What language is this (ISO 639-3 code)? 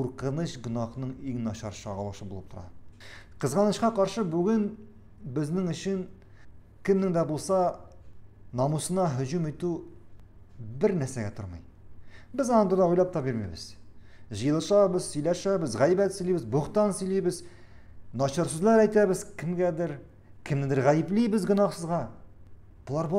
tat